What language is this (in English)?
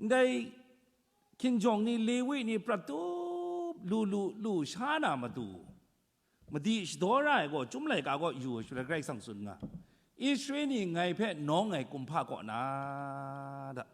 Kachin